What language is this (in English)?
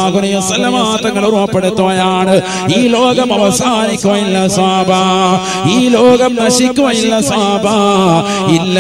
Malayalam